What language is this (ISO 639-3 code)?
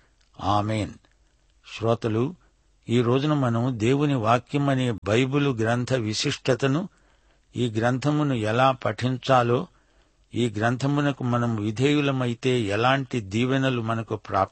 tel